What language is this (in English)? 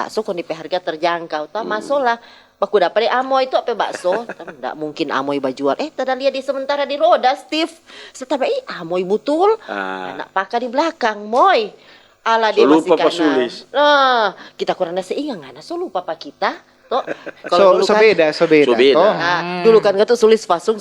Manado Malay